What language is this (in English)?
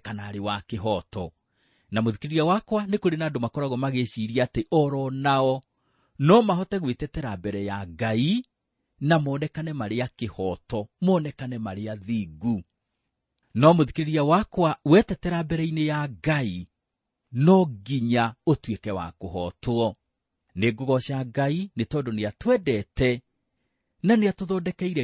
Kikuyu